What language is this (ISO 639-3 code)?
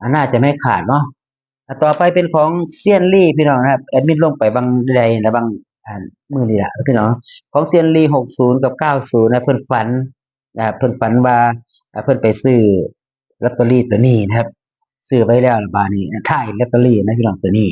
tts